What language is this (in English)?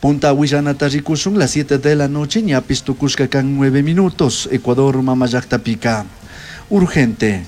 Chimborazo Highland Quichua